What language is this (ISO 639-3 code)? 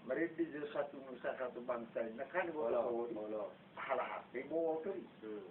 bbc